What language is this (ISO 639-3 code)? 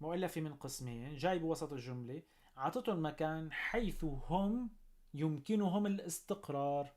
apc